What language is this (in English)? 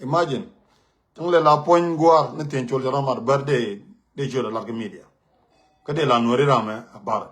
Nuer